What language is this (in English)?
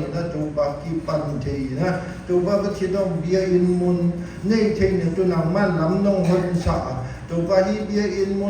Siyin Chin